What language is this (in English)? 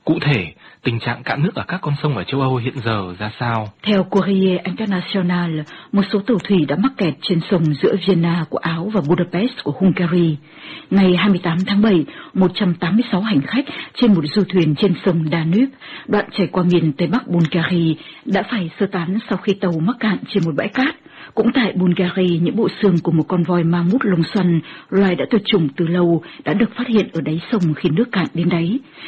Vietnamese